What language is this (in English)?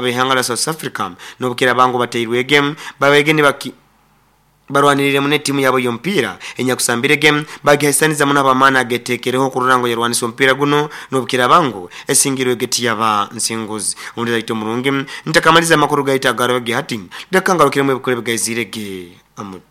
Nyoro